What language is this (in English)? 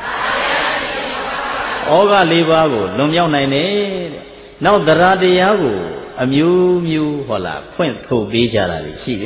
Burmese